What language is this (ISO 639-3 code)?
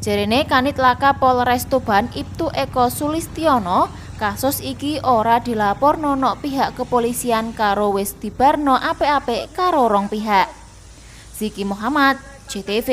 jav